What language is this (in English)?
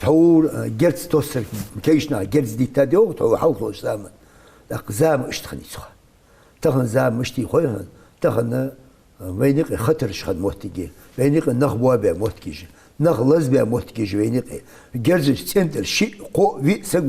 Ingush